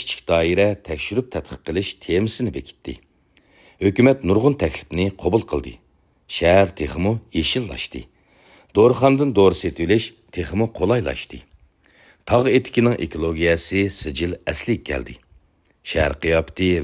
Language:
Uyghur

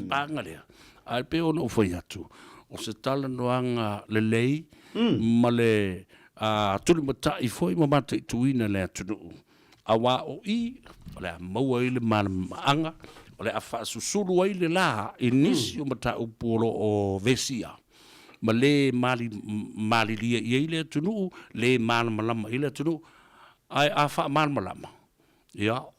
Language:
Samoan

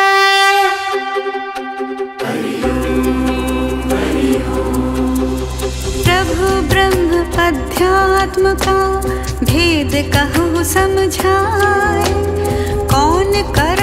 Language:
Hindi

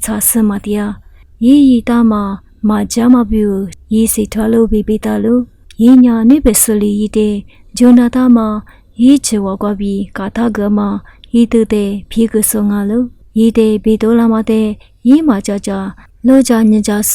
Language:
Lisu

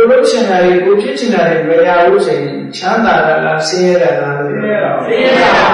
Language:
Burmese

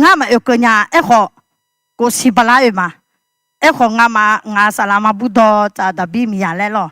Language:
Akha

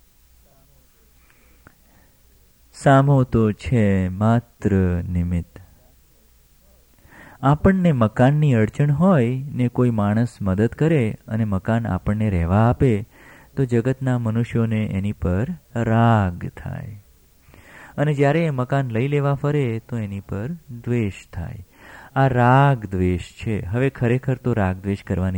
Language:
Gujarati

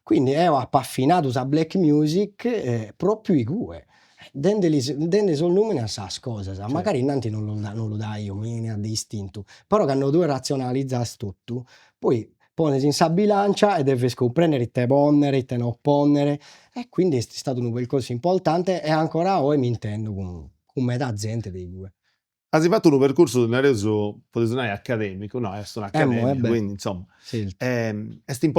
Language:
Sardinian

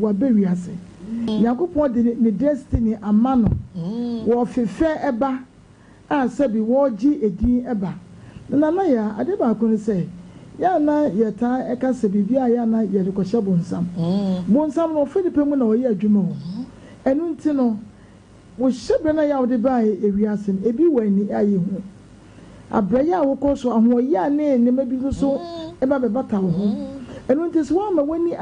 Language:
Akan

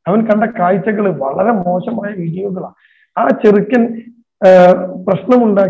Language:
Malayalam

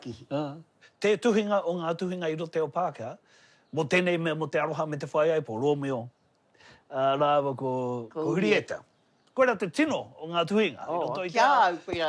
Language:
Māori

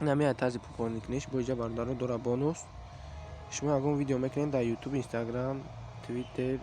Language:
Tajik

